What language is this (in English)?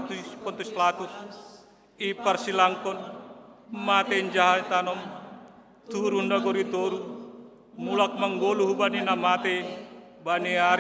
Batak Simalungun